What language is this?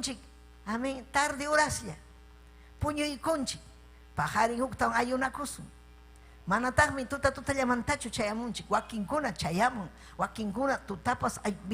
Ayacucho Quechua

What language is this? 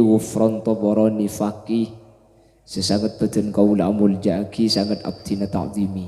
Madurese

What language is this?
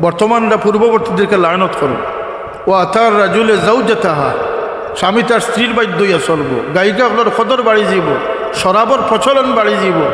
Sylheti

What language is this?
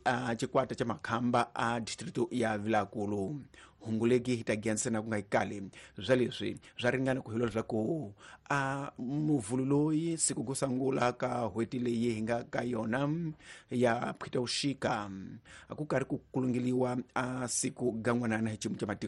Tsonga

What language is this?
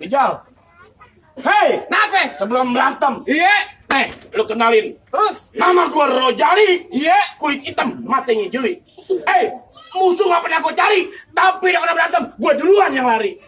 Betawi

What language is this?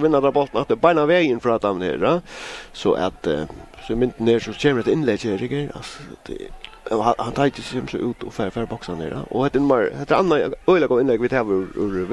Faroese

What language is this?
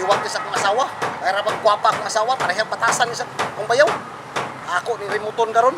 Cebuano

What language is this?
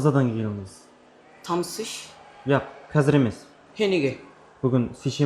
Kara-Kalpak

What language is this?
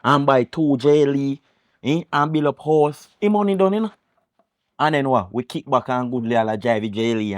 Jamaican Creole English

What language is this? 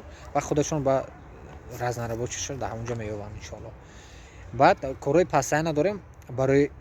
Tajik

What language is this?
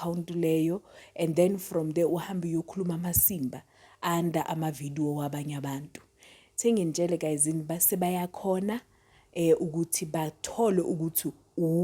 Zulu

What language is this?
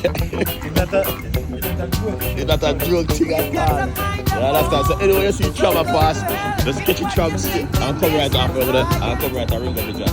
Jamaican Creole English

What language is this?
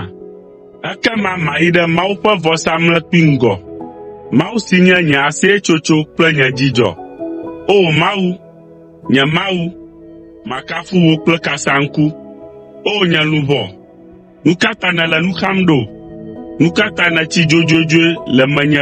Ewe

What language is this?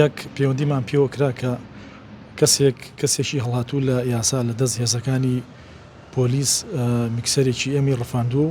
Central Kurdish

